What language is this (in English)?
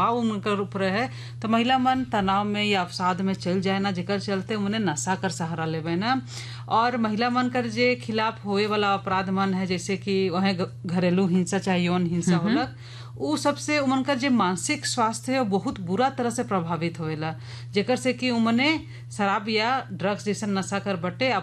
Sadri